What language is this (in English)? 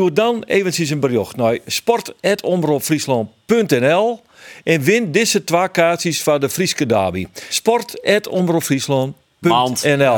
Western Frisian